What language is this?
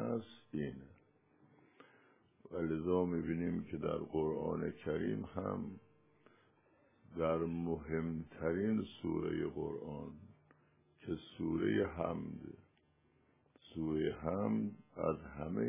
Persian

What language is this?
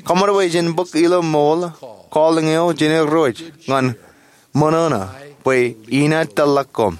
Marshallese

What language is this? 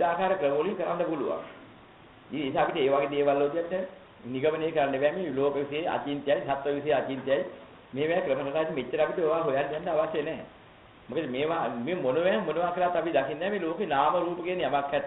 Sinhala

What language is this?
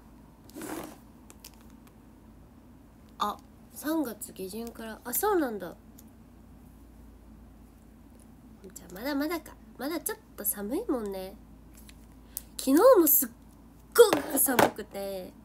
Japanese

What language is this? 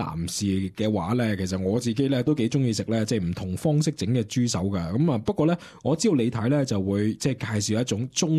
Cantonese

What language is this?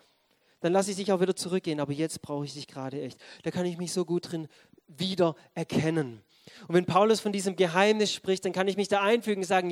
German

